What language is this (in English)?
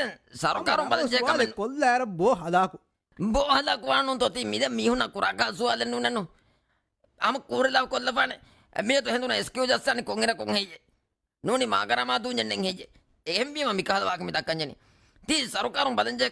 Divehi